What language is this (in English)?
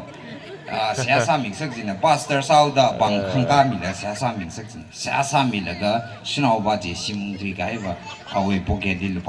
Tangkhul Naga (India)